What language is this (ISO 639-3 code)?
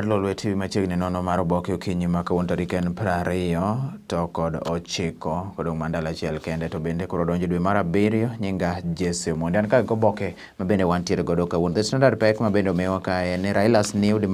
luo